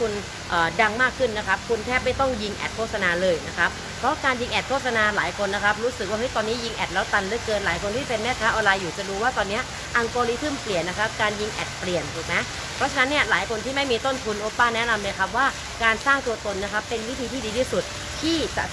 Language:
Thai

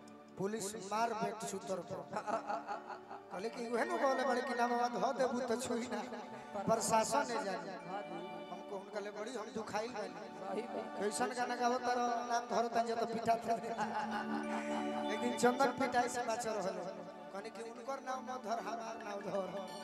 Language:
Bhojpuri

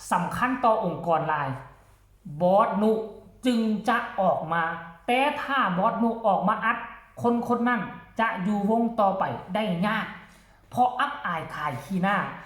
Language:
Northeastern Thai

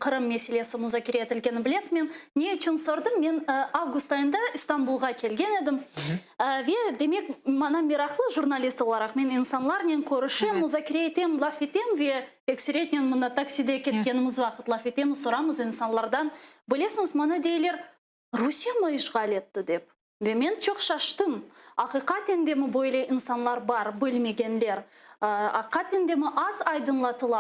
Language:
Crimean Tatar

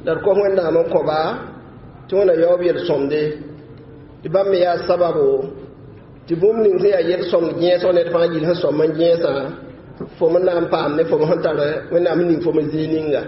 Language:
Mossi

